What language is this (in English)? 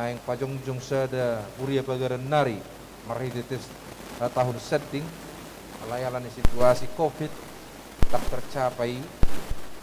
Batak Toba